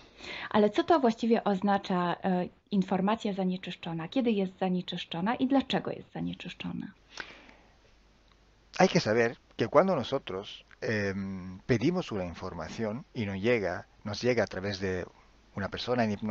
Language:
Polish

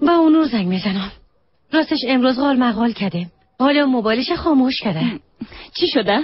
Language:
Persian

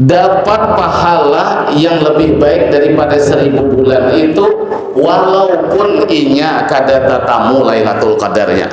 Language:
Banjar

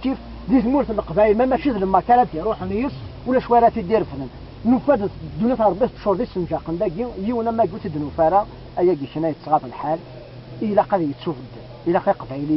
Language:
Kabyle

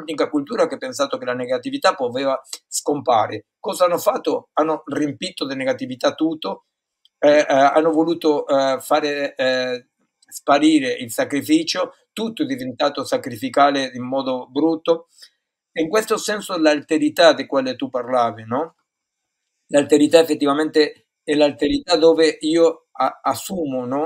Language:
Italian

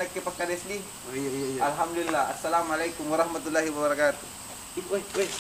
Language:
Makasar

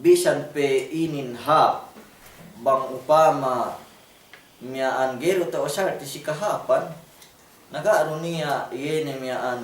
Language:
Yakan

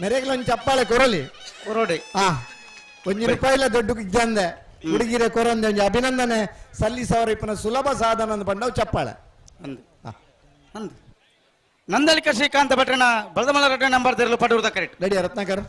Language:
Tulu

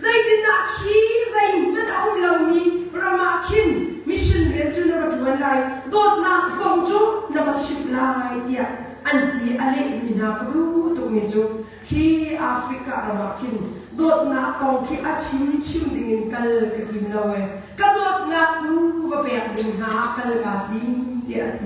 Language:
Hakha Chin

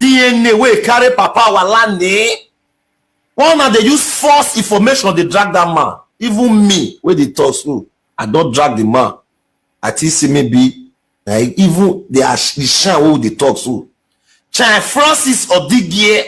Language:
Nigerian Pidgin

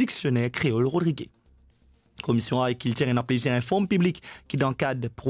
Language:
Morisyen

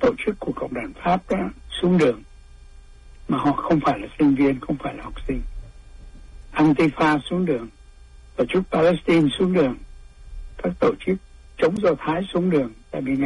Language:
Vietnamese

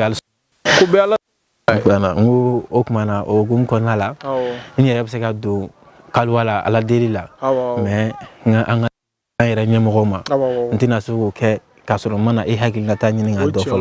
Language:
Bambara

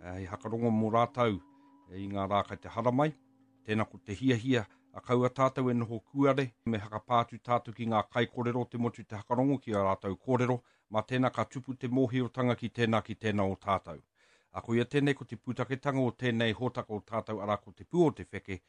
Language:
Māori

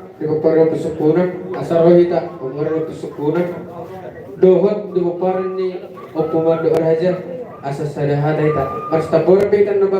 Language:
Batak Toba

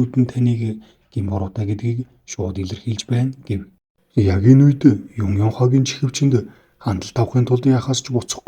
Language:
Mongolian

